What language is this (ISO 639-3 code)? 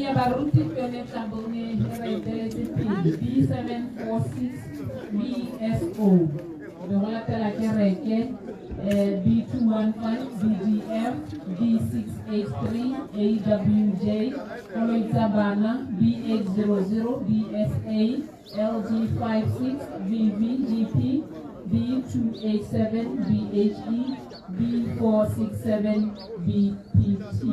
tsn